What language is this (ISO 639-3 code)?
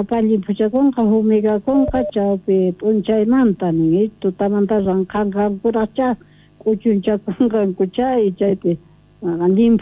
que